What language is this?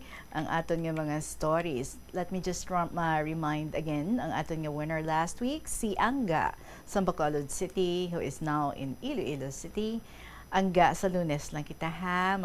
Hiligaynon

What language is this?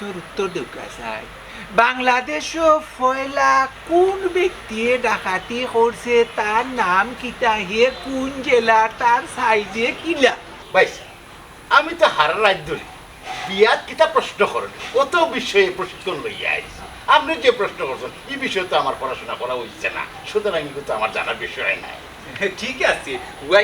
Sylheti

